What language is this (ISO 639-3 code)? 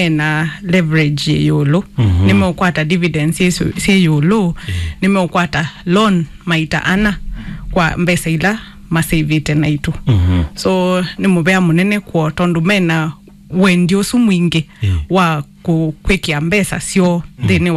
kam